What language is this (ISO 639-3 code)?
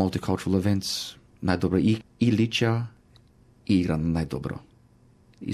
mkd